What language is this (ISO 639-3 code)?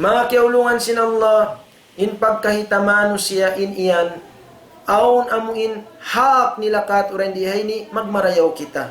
tsg